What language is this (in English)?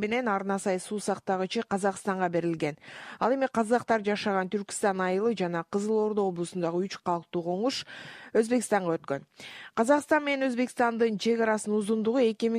Kyrgyz